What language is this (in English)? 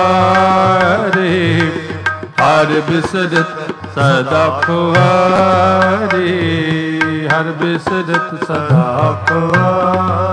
Punjabi